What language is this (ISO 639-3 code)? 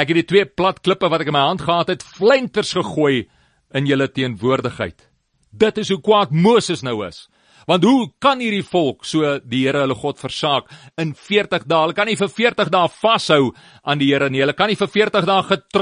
afr